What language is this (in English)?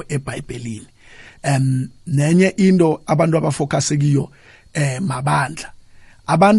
South Ndebele